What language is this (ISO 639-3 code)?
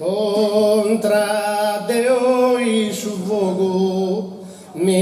srd